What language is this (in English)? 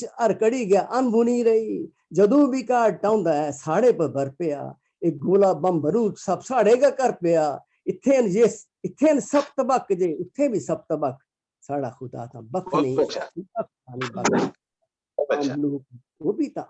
Dogri